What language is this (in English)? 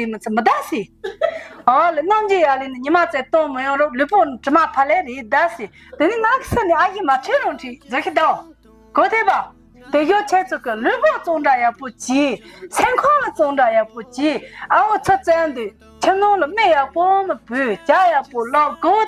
Tibetan